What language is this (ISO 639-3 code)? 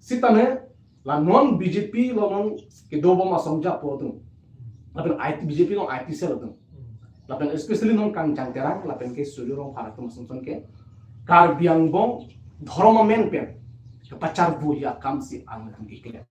mjw